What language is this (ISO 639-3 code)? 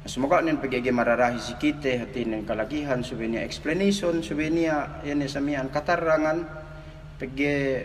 yka